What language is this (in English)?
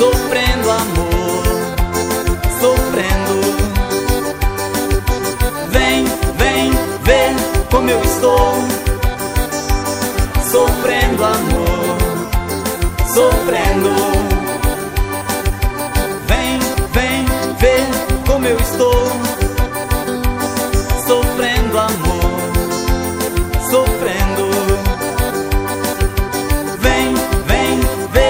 Portuguese